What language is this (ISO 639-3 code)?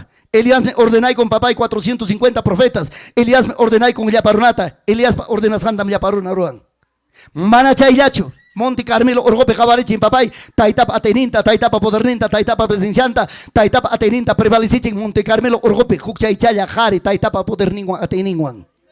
quy